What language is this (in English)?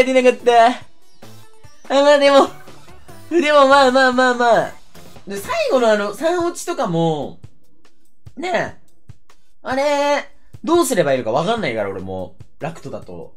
Japanese